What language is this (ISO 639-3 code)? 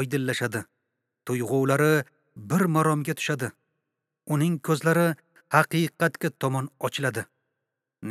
uzb